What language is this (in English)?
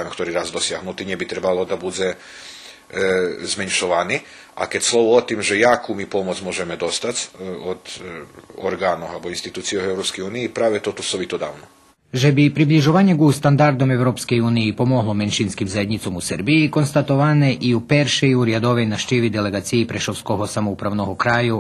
Rusyn